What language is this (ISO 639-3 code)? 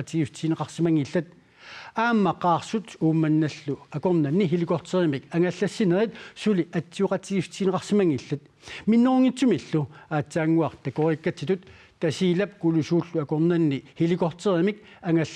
kal